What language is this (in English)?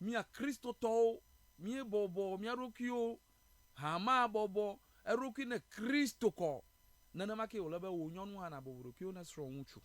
Ewe